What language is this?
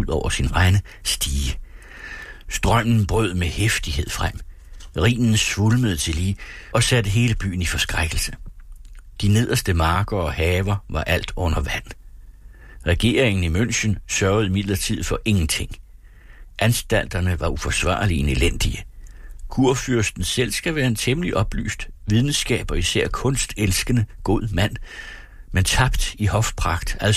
Danish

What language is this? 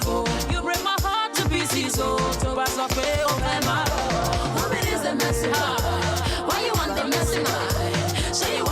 Nigerian Pidgin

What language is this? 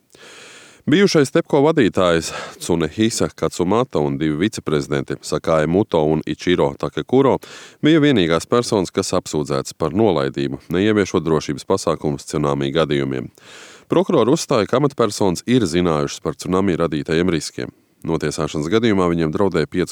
Latvian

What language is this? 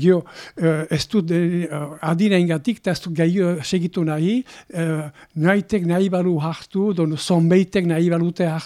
Basque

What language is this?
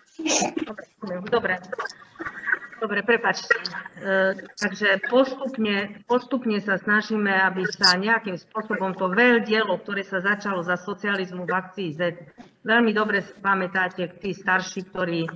Slovak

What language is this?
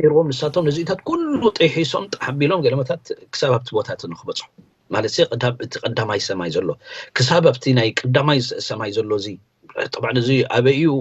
Tigrinya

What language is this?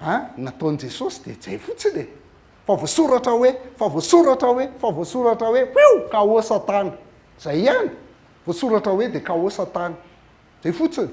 Malagasy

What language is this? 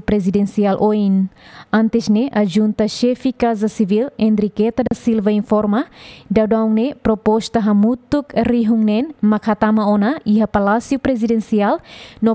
Tetum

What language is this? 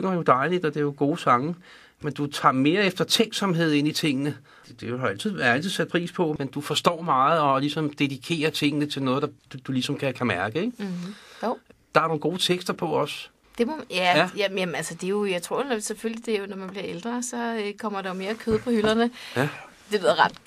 Danish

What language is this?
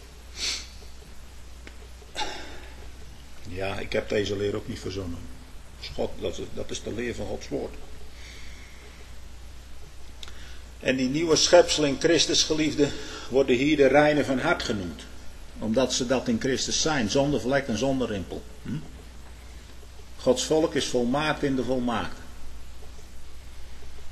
Dutch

